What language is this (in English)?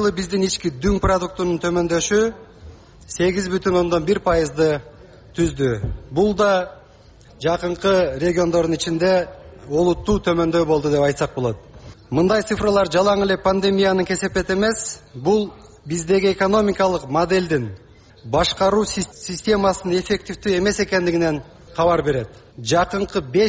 Kyrgyz